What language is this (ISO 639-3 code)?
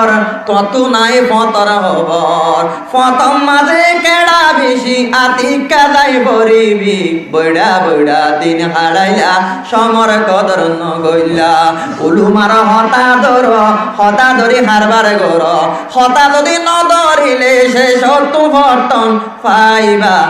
rhg